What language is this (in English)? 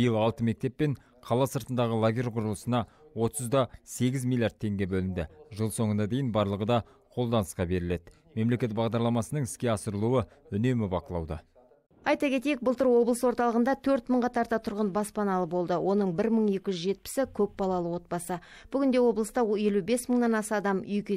Kazakh